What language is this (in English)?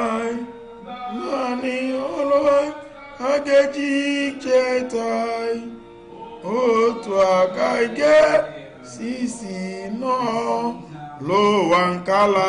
Igbo